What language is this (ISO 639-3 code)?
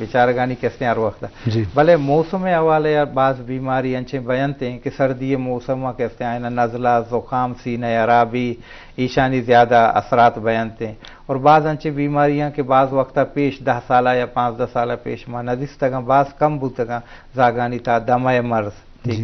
bal